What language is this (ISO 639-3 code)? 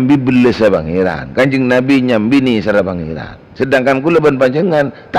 mad